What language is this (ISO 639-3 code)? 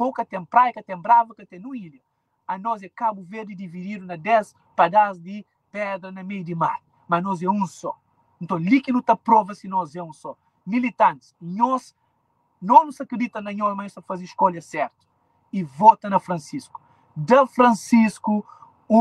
kea